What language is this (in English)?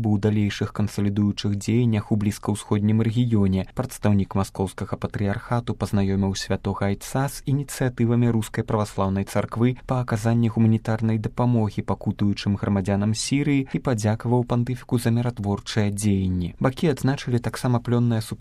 Belarusian